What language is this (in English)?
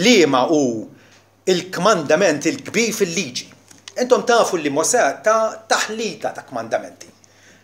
Maltese